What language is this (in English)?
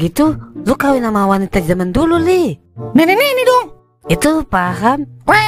Betawi